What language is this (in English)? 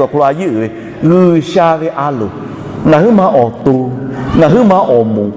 Lahu